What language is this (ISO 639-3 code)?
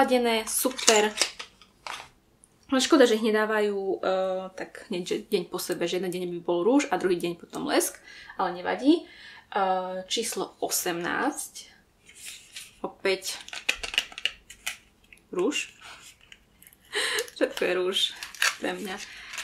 slk